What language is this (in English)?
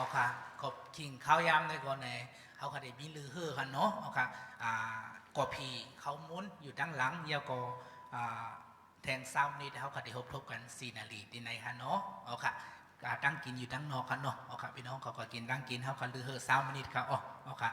Shan